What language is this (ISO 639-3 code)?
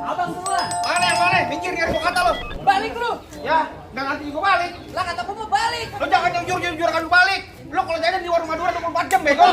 bew